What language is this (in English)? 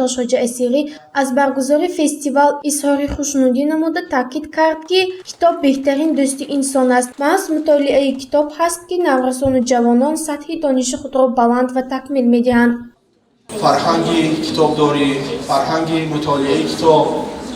Tajik